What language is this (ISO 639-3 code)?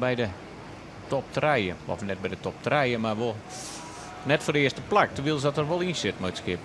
fry